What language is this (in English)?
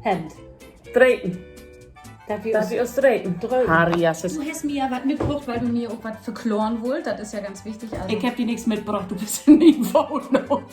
Low German